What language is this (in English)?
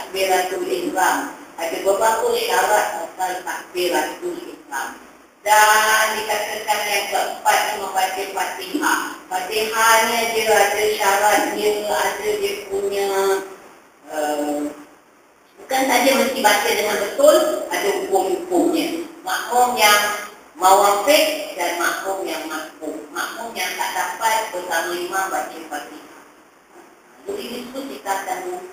Malay